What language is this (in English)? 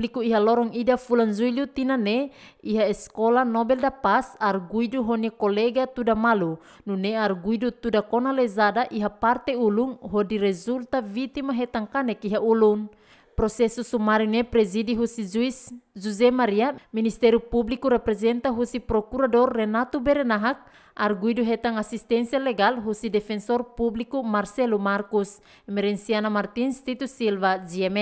Tetum